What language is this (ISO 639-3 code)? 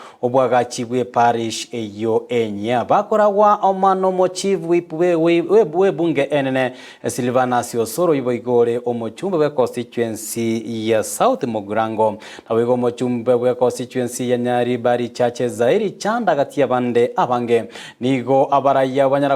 guz